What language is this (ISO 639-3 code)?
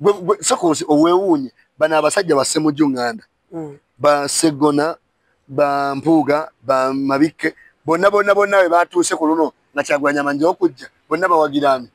lug